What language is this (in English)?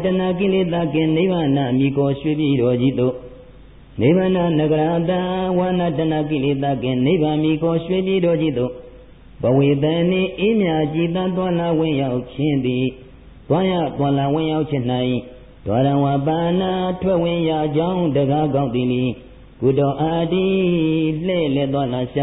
Burmese